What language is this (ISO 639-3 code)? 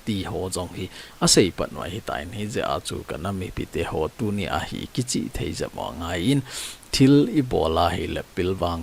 tcz